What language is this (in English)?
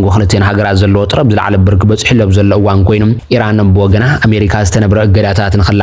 Tigrinya